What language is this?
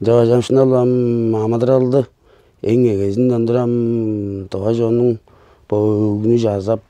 Tuvinian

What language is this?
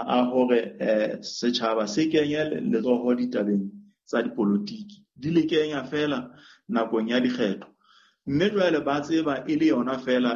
Southern Sotho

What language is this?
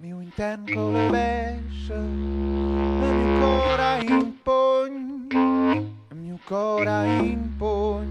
Romansh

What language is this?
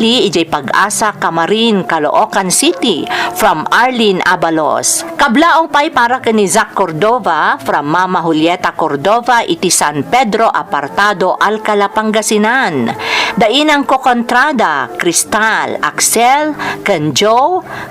Iloko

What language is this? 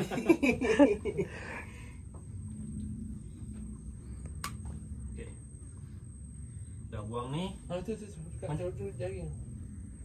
Malay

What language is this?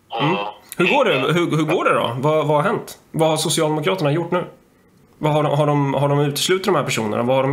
Swedish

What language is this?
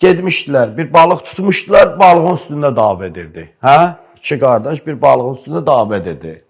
Azerbaijani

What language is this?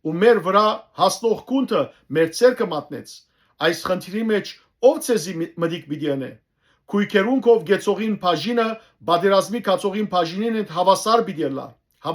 Western Armenian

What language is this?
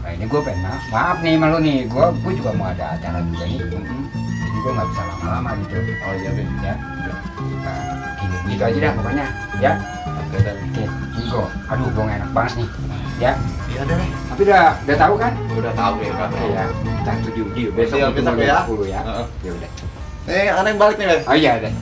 Betawi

